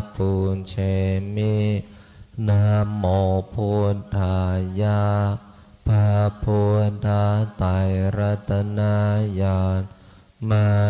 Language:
Pali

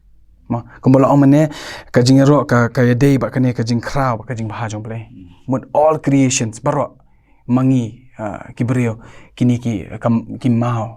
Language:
Khasi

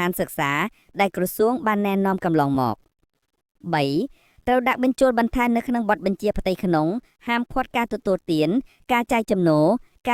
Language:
Khmer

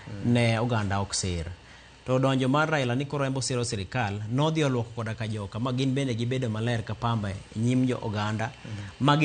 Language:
Luo (Kenya and Tanzania)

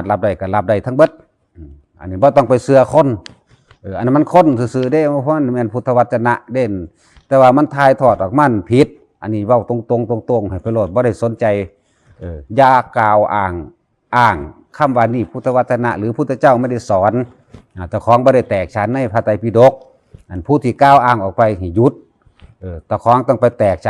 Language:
Northeastern Thai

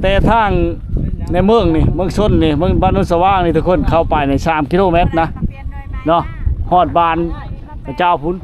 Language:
Lao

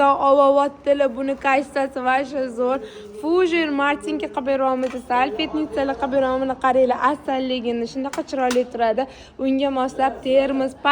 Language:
Uzbek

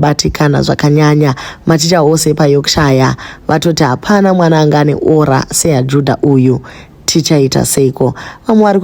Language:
Shona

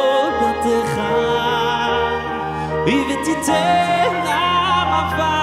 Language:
Hebrew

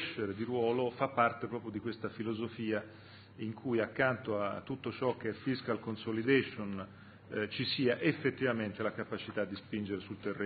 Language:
Italian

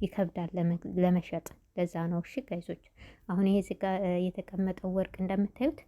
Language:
Amharic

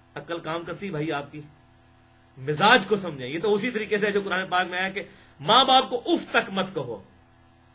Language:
Urdu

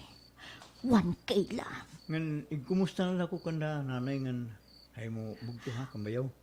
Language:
Waray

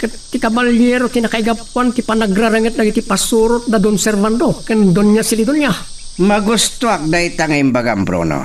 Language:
Iloko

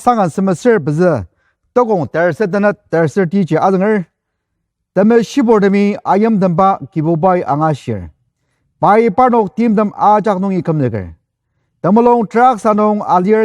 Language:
Ao Naga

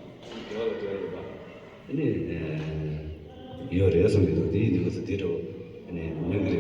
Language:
Tibetan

